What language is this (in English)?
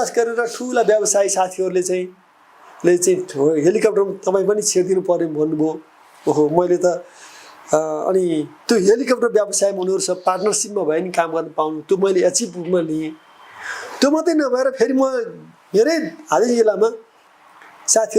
Nepali